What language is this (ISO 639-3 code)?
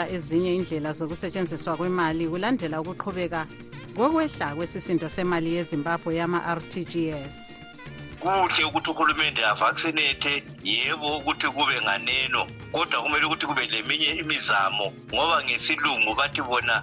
nde